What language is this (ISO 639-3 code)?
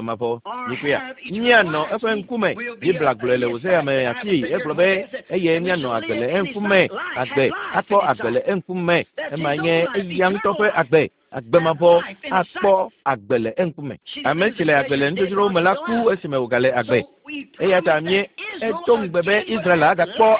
ewe